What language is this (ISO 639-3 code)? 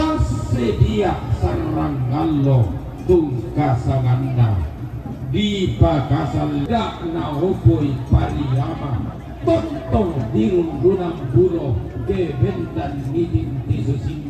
sda